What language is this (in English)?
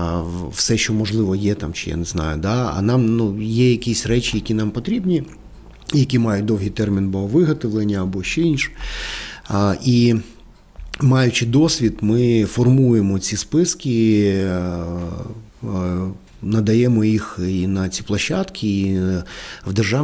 Ukrainian